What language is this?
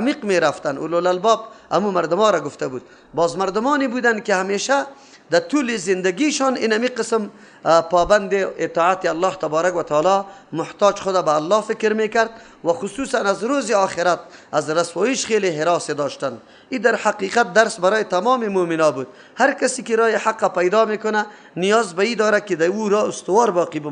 Persian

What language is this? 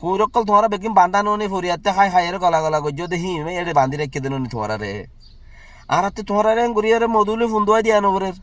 Rohingya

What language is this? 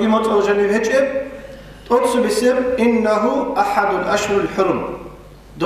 Avaric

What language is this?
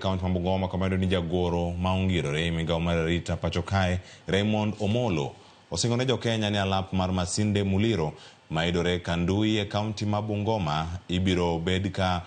Luo (Kenya and Tanzania)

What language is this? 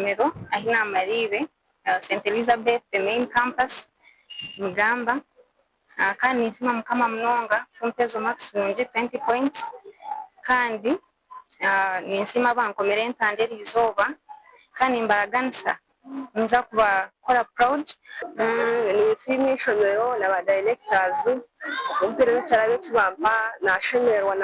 Nyankole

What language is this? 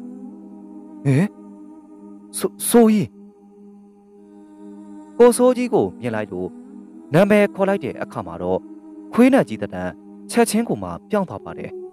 Burmese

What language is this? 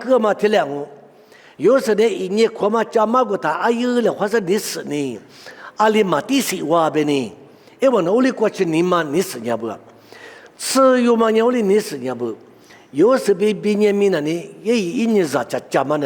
Lisu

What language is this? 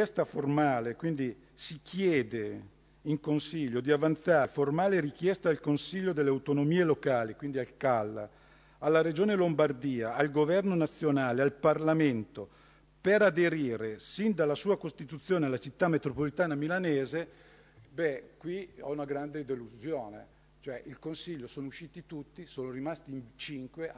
Italian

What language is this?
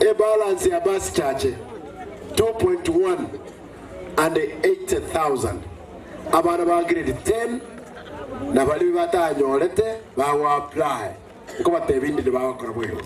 Gusii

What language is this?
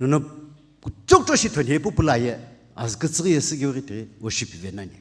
Sumi Naga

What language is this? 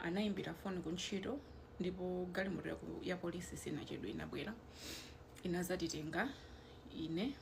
Nyanja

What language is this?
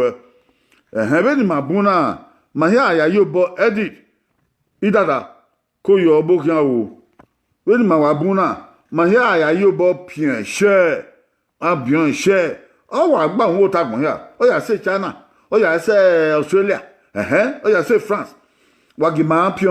Bini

